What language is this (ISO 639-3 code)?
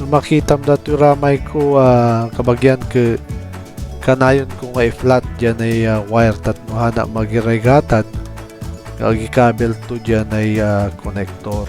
ilo